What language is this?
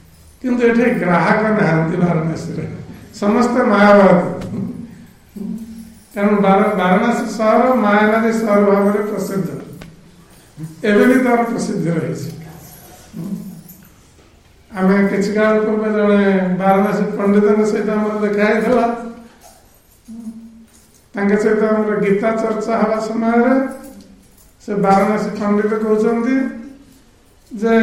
Odia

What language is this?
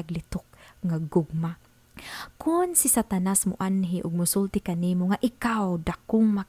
Cebuano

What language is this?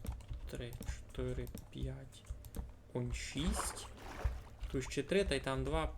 Rusyn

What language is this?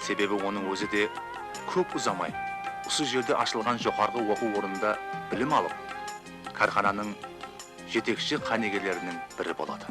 Kara-Kalpak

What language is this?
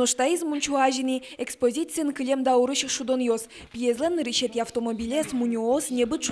Udmurt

